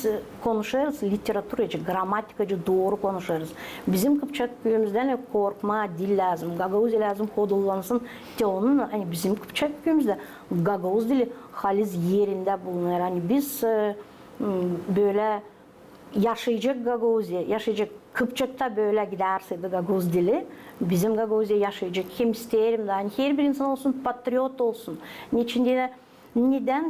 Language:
Gagauz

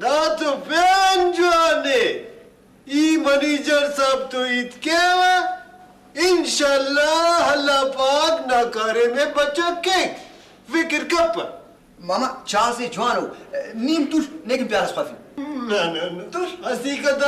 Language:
Brahui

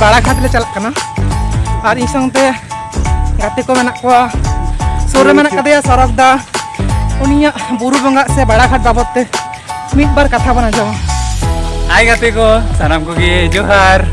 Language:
Santali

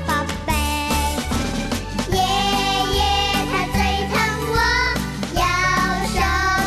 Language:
Chinese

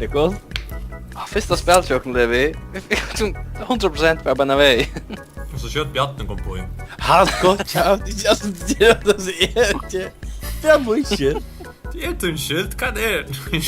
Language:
Faroese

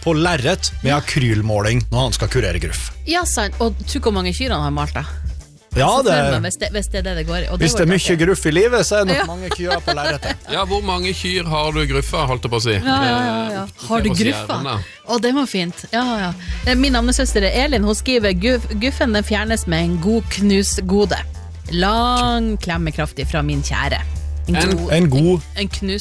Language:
Norwegian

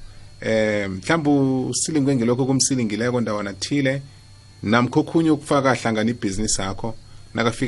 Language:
South Ndebele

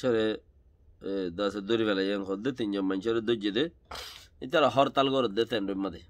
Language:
Rohingya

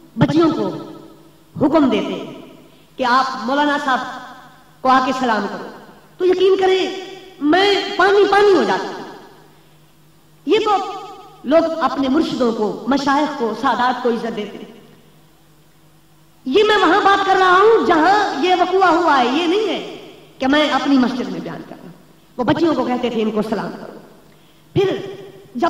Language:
Urdu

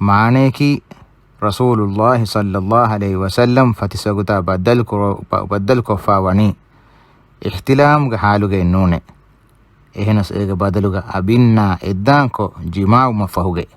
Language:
Divehi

